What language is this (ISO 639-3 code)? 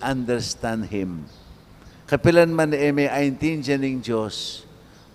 pam